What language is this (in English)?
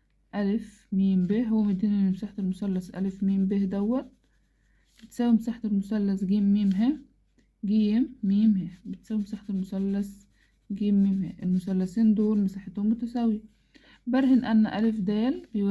Egyptian Arabic